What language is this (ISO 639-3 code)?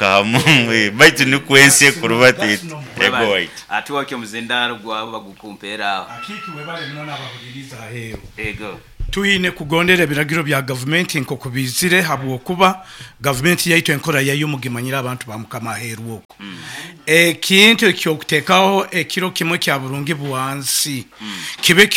nyo